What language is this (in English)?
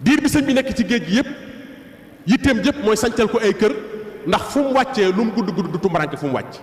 Wolof